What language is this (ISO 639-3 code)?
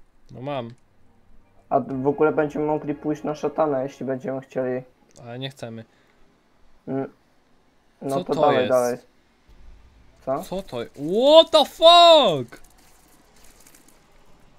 pol